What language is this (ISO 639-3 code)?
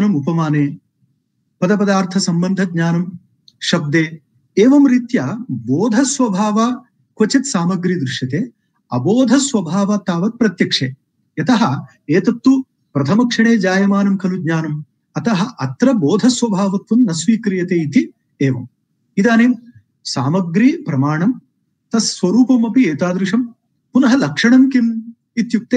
san